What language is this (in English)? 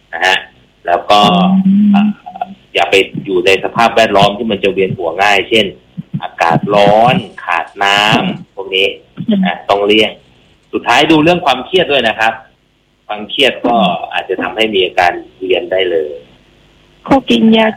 Thai